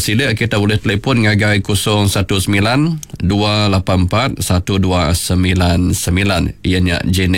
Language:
Iban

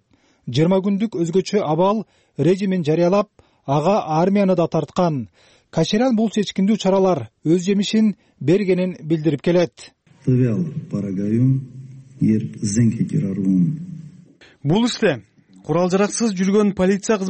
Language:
Kyrgyz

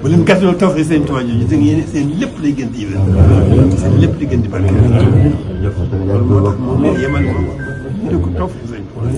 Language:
Wolof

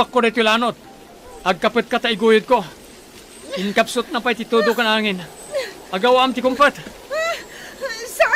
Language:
Iloko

